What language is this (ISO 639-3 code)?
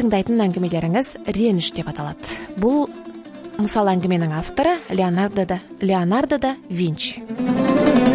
kaz